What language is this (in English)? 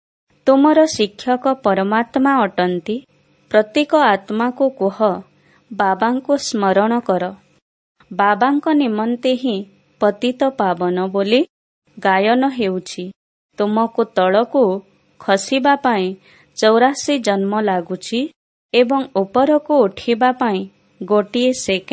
Odia